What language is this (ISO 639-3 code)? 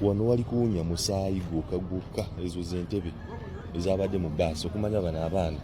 lug